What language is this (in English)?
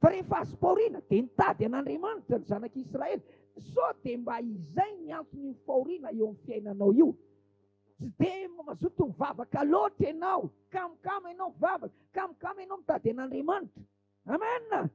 Malagasy